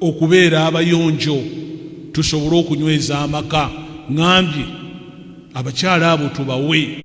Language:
Ganda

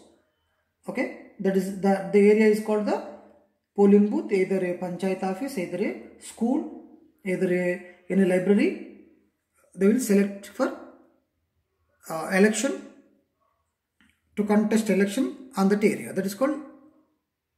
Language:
English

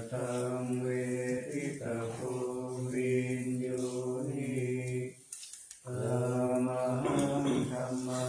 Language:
Pali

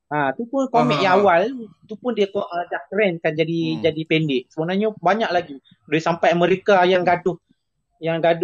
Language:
Malay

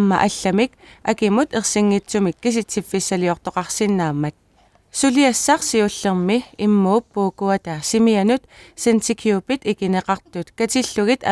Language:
Kalaallisut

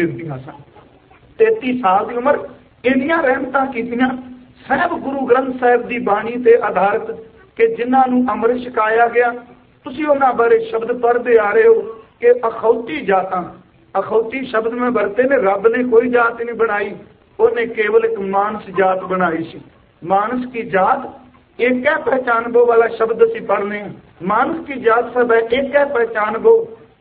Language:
Punjabi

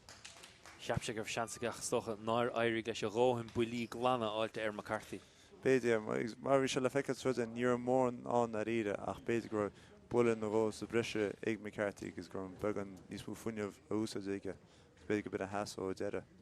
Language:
Irish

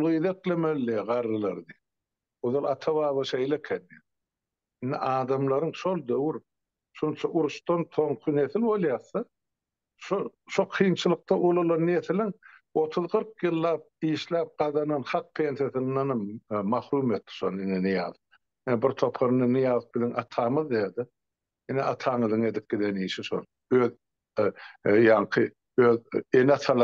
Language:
Turkmen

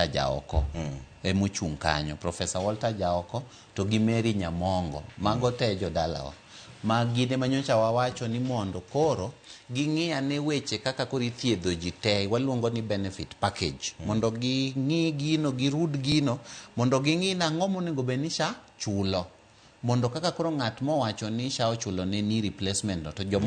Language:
Luo (Kenya and Tanzania)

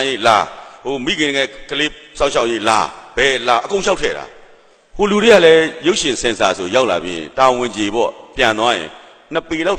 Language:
Burmese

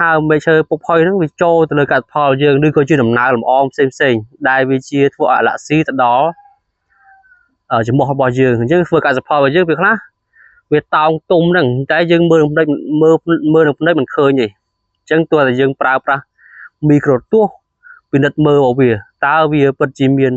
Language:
Khmer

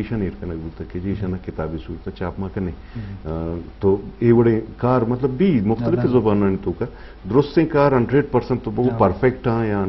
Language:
Eastern Balochi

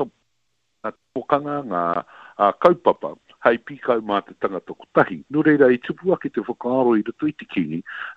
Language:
Māori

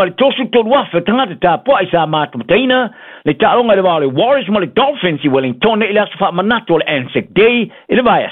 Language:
Samoan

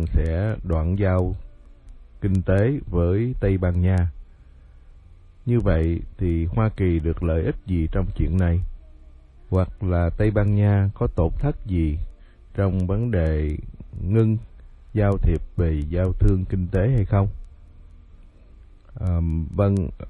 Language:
Vietnamese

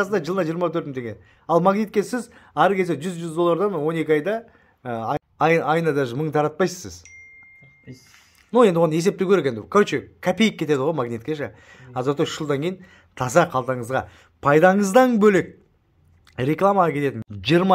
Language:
Kazakh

